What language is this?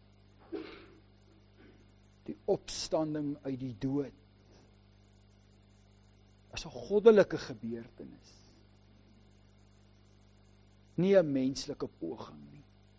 Afrikaans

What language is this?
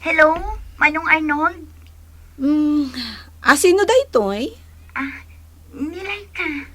Iloko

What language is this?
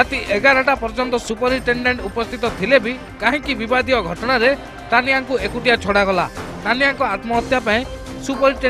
Odia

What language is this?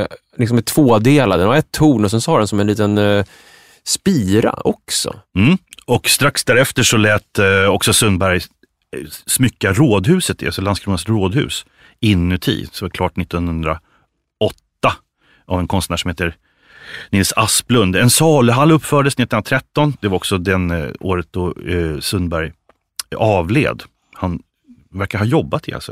Swedish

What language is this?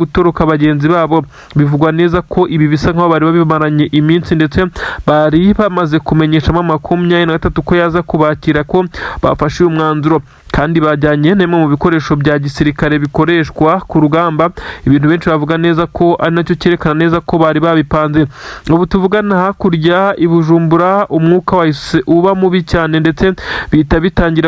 Kinyarwanda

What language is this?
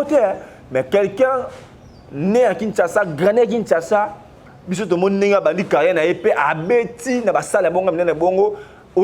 Lingala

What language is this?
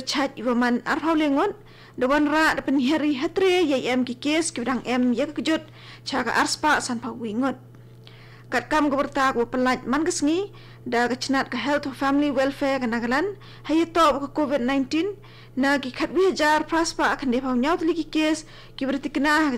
Khasi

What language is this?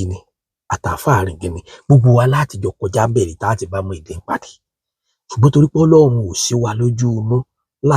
Yoruba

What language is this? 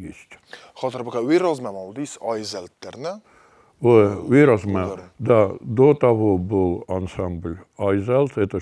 Ossetic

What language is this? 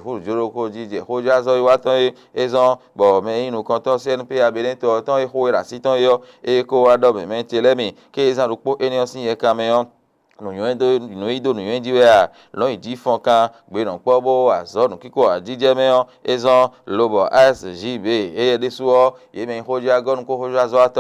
Fon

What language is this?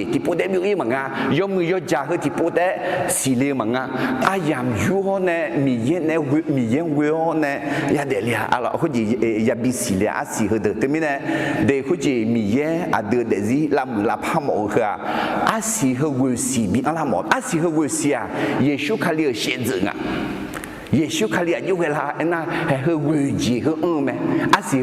Akha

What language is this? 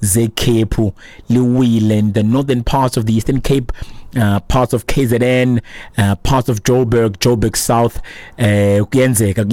Xhosa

